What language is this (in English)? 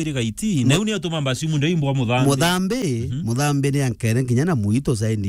Meru